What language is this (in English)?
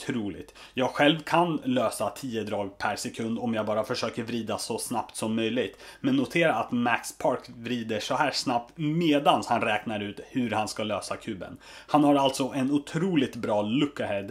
Swedish